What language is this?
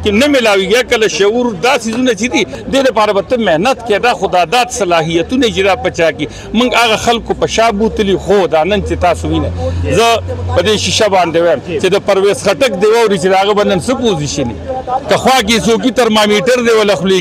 Pashto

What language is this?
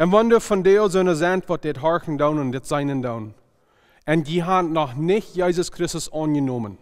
Plautdietsch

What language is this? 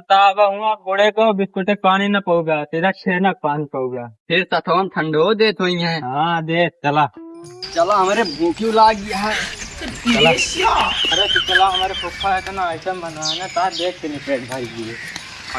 Awadhi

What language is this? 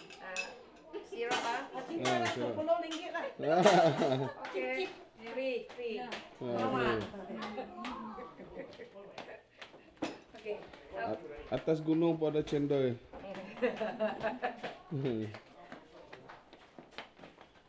Malay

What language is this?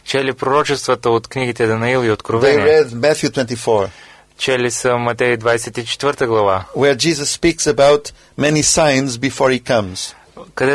Bulgarian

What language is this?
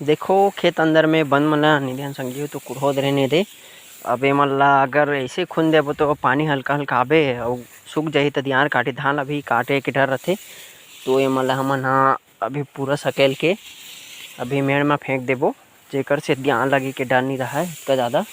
Chhattisgarhi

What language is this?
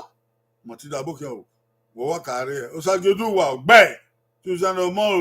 Bini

